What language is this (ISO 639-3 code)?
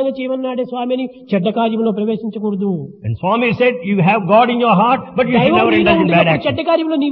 tel